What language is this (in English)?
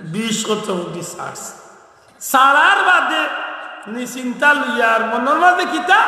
Sylheti